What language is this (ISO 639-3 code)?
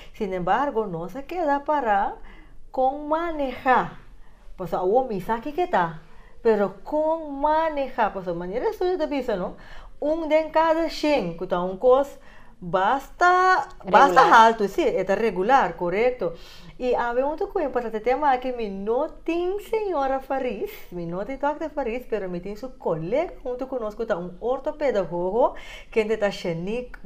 pap